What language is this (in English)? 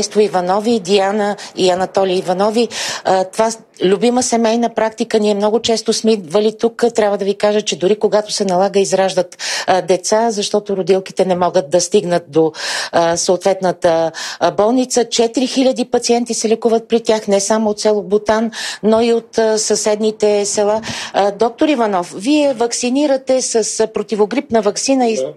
Bulgarian